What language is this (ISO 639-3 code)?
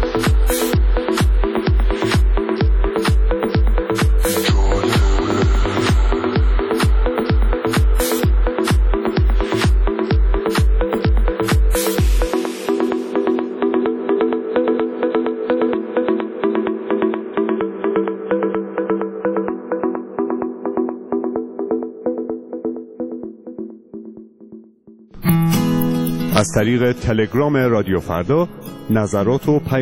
fas